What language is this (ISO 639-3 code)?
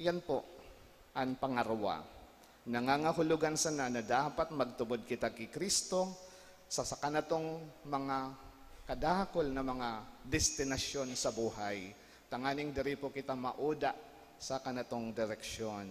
bik